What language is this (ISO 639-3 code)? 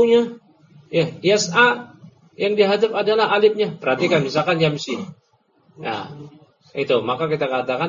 ind